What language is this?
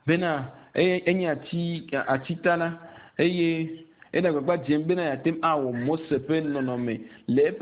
Ewe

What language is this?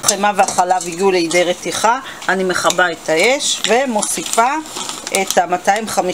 Hebrew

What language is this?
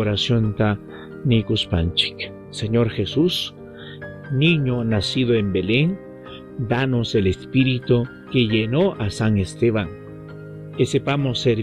Ayacucho Quechua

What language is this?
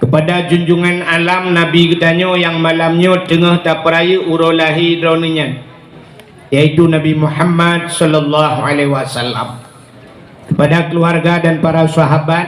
Achinese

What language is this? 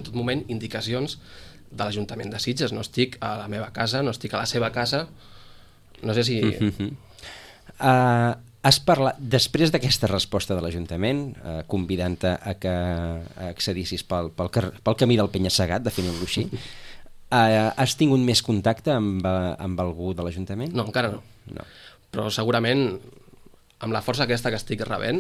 Catalan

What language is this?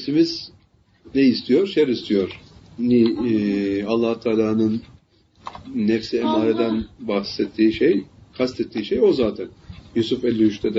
Turkish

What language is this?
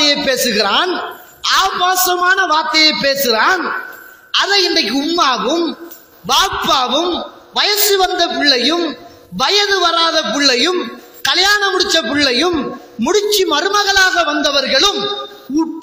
Tamil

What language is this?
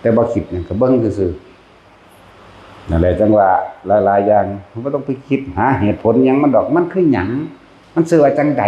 Northeastern Thai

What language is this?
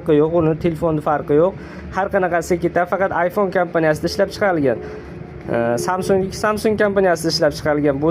Uzbek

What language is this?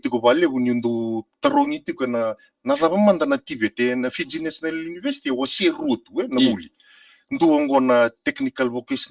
Fijian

